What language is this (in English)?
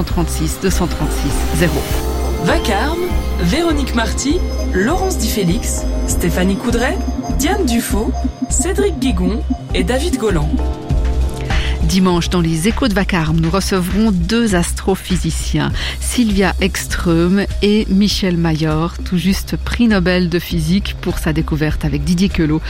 French